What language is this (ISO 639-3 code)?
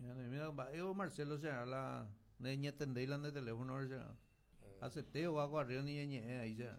grn